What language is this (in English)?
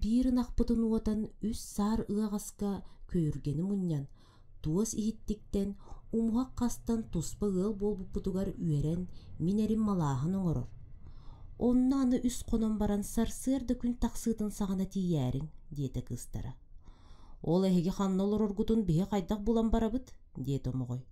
Yakut